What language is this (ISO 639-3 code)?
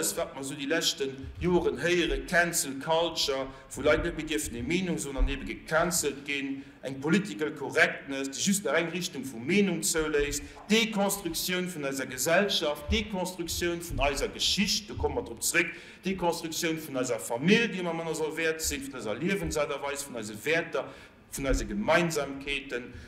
ltz